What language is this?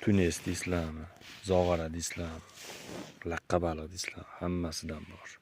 Uzbek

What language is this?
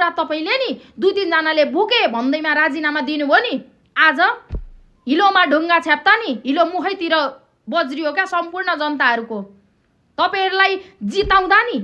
Nepali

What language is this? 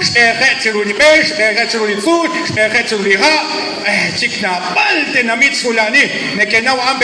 Kekchí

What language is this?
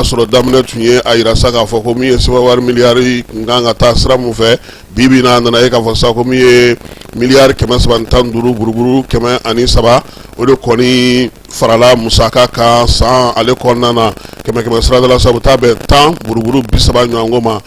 Bambara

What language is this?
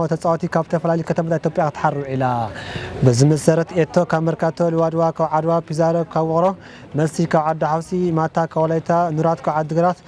Tigrinya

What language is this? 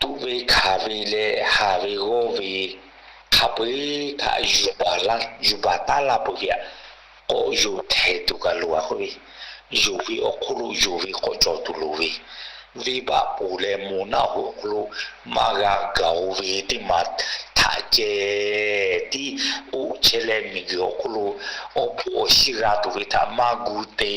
Lahu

